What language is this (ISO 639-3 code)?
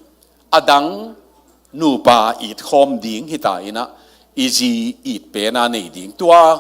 ctd